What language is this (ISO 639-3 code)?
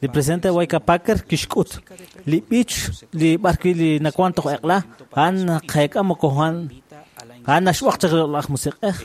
kek